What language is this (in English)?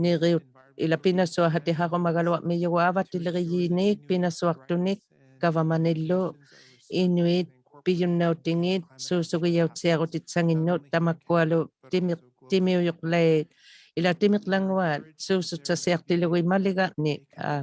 Inuktitut